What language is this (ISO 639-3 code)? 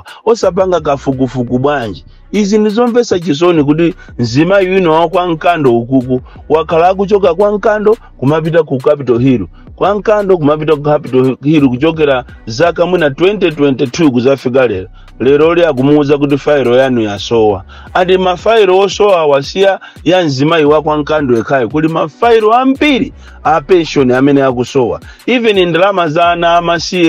nya